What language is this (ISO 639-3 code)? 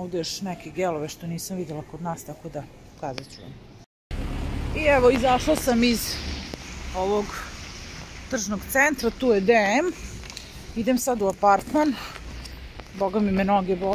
srp